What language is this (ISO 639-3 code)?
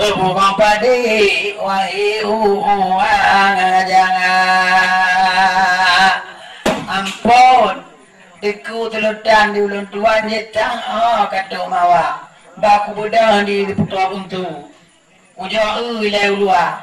ace